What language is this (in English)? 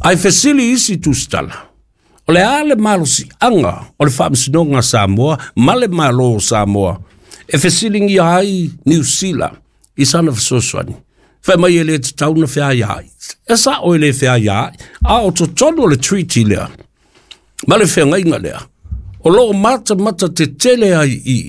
Samoan